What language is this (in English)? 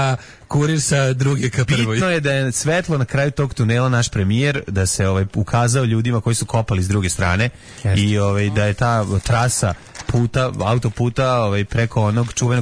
Serbian